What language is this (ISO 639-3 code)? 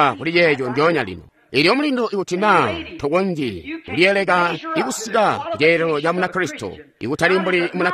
toi